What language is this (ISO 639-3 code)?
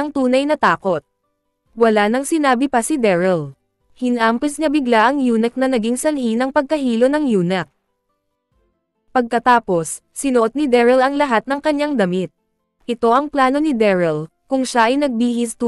fil